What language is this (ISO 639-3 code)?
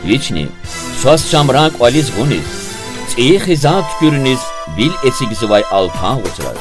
lez